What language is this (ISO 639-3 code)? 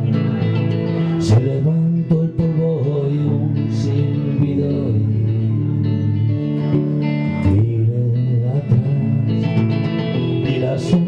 spa